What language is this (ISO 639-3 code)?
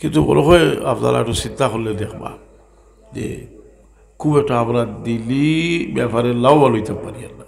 syl